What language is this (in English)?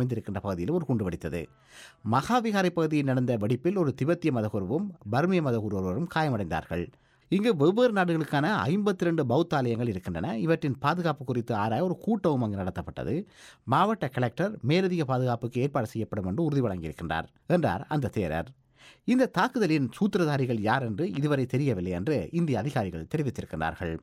Tamil